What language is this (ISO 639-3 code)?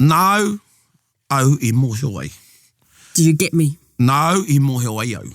mri